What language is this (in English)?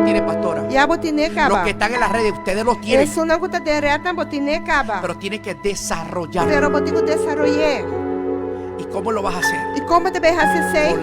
Papiamento